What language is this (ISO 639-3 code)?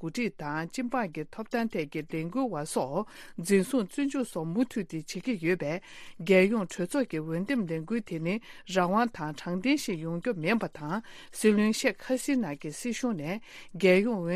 bod